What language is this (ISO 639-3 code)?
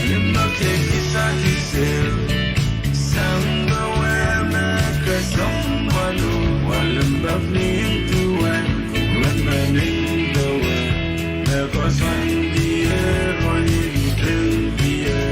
pon